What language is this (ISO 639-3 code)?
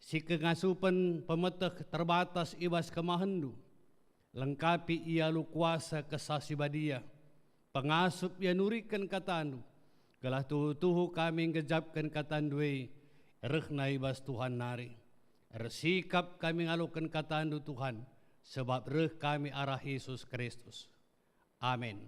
btx